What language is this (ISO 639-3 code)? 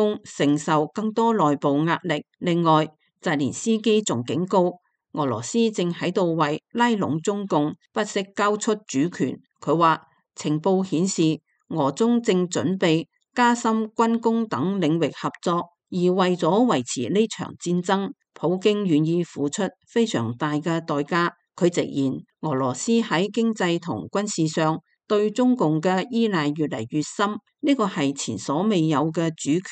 yue